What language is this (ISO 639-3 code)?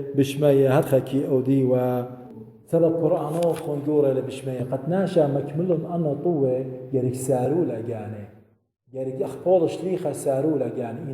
aii